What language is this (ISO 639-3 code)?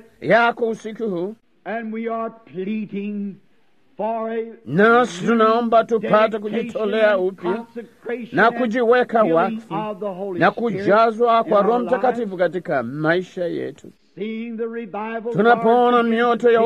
swa